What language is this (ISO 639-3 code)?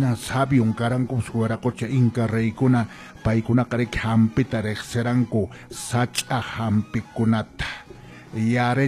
que